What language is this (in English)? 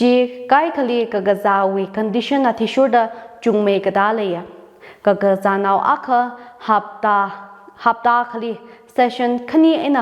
Tangkhul Naga (India)